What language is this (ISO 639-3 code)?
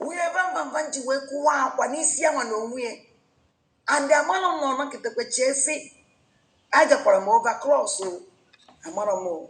ibo